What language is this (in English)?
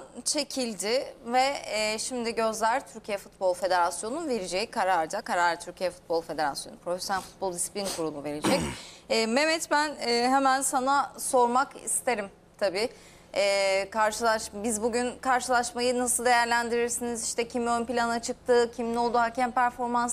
Turkish